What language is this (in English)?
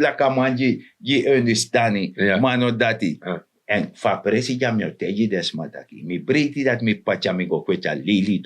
Sranan Tongo